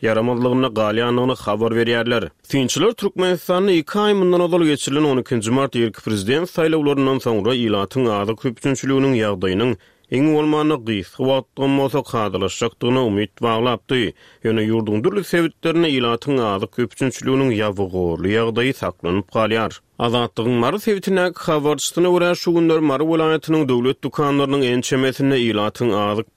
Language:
Turkmen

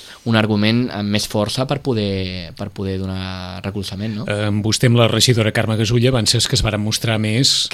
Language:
Catalan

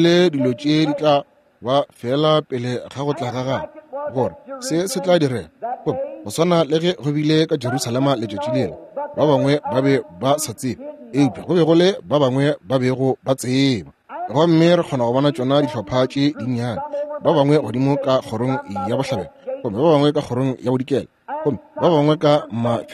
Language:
Northern Sotho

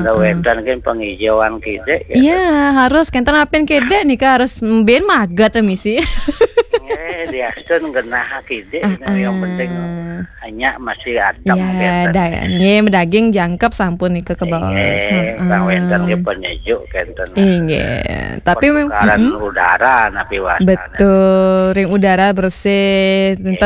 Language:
Balinese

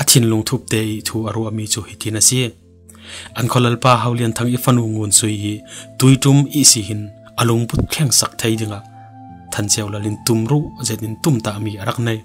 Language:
Falam Chin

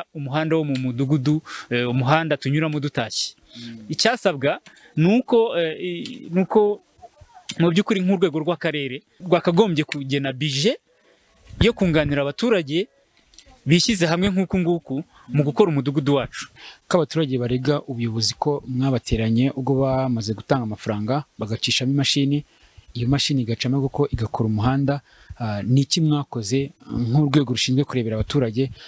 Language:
Kinyarwanda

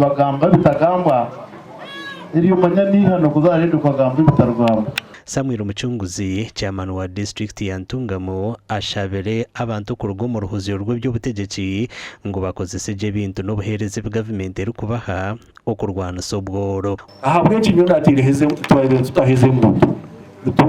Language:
Nyankole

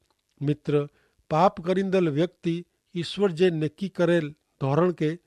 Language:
Kachhi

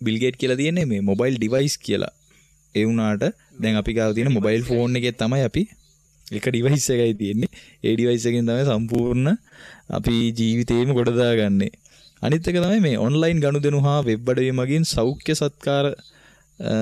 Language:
Sinhala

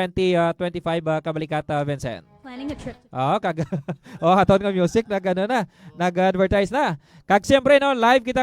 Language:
Hiligaynon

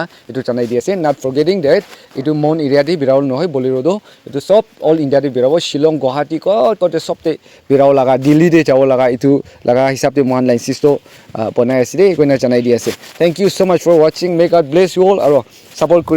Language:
Naga Pidgin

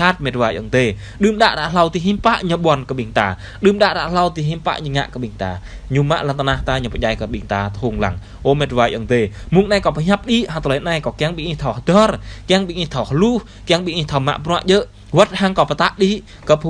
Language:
Jarai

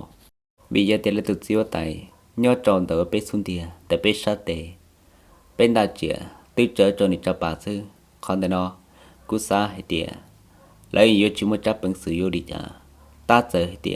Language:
Hmong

